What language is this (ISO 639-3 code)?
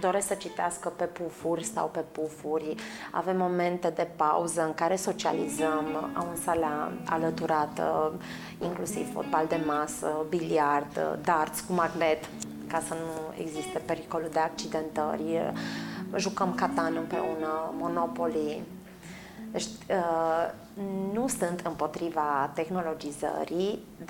ron